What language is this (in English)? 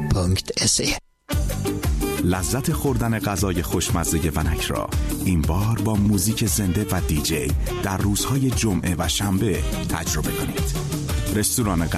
Persian